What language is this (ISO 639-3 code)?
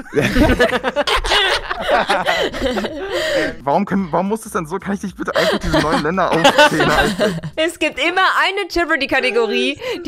deu